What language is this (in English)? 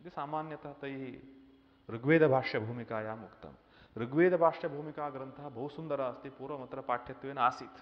Sanskrit